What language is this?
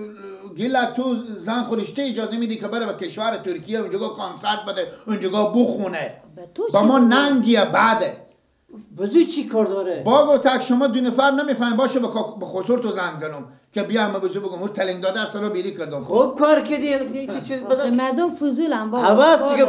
Persian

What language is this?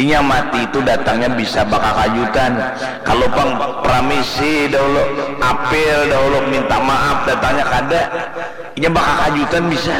Banjar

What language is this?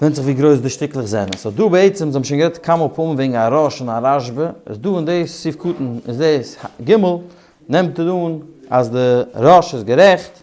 Yiddish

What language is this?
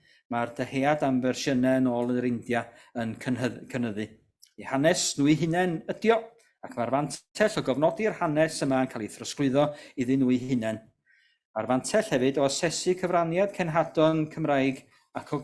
Welsh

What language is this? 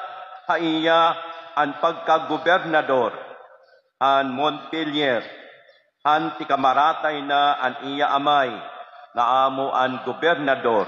Waray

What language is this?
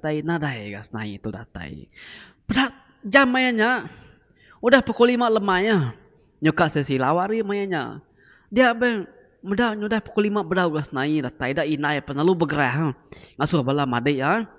Iban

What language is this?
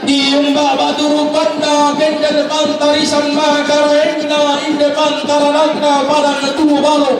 Toraja-Sa'dan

